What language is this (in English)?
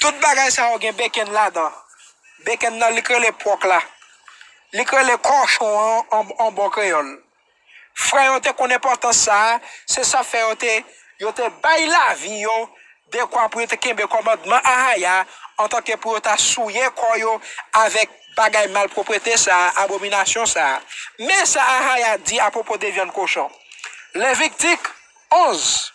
Haitian Creole